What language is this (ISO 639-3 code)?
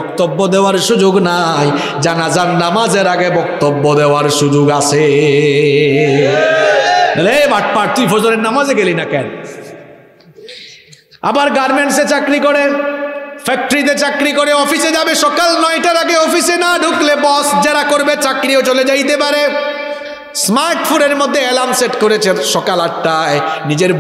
ben